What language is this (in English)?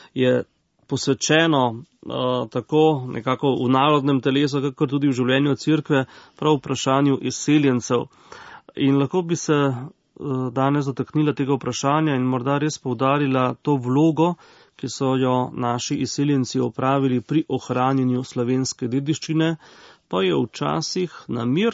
Slovenian